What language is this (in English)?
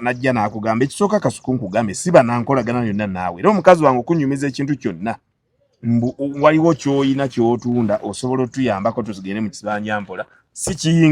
Ganda